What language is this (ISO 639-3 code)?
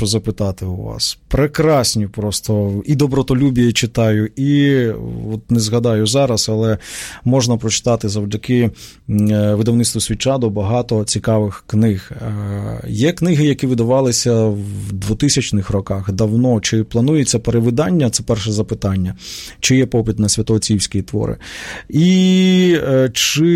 ukr